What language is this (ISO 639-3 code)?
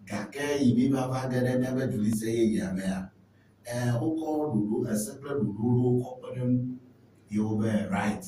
ewe